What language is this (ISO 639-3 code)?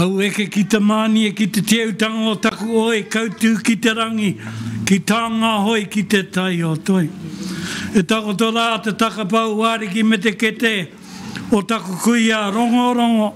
mri